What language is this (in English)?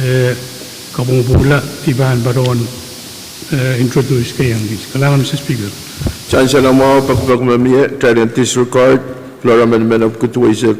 Pohnpeian